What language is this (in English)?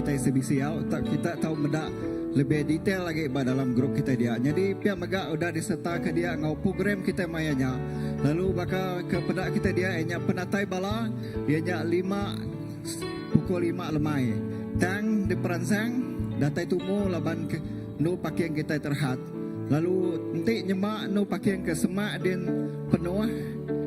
Iban